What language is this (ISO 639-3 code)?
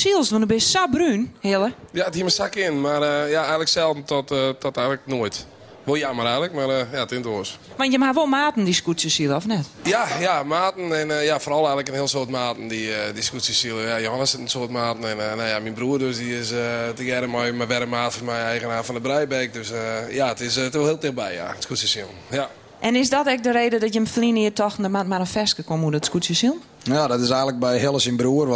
fry